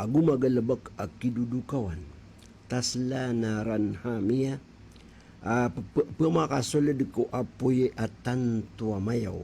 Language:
Maranao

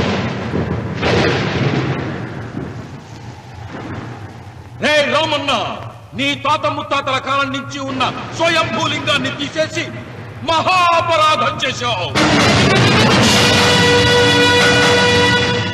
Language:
Telugu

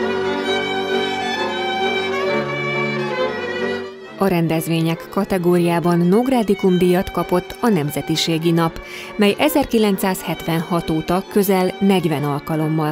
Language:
Hungarian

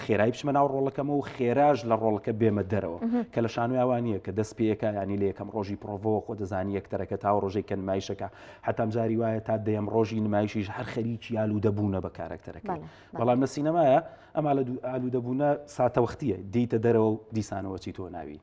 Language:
Central Kurdish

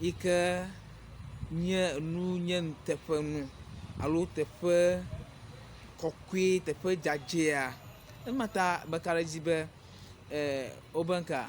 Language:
Ewe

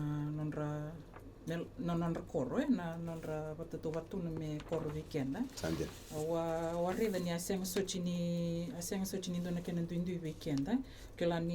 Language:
Fijian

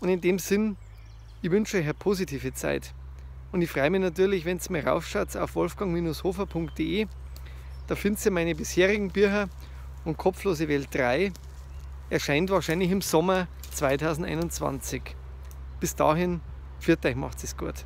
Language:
Bavarian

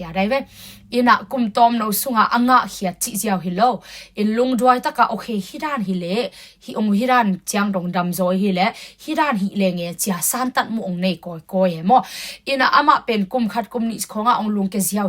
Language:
Tedim Chin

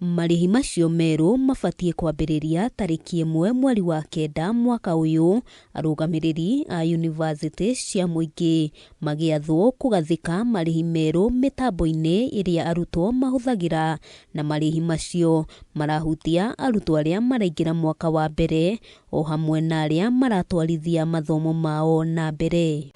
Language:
Kikuyu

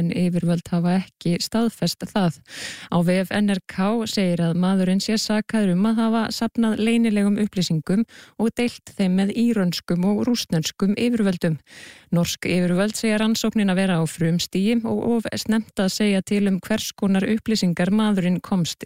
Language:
Icelandic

